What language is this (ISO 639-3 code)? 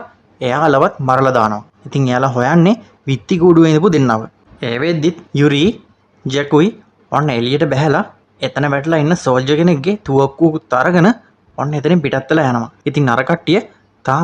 sin